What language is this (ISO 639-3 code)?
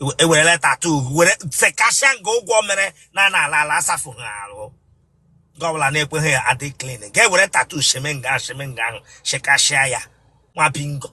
ibo